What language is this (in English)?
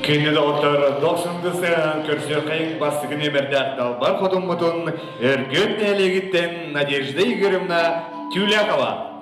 Yakut